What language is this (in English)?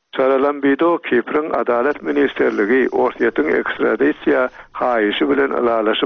Turkmen